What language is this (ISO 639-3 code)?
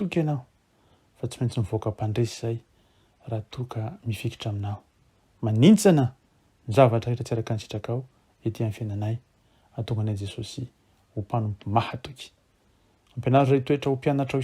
mlg